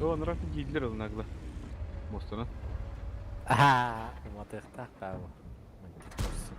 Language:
Yakut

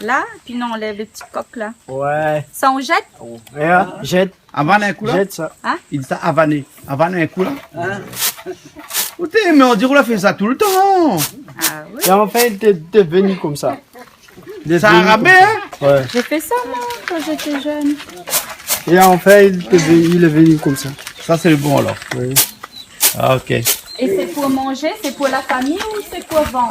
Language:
Réunion Creole French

